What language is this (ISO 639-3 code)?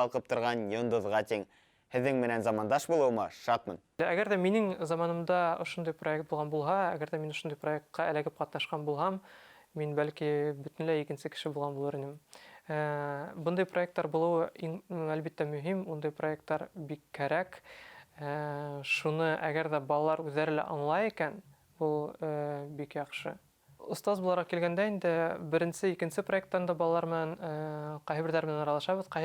bak